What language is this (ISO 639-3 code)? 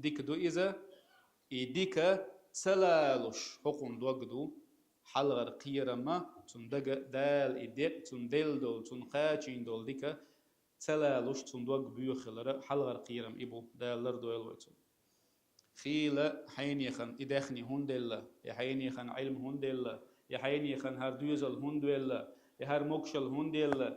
che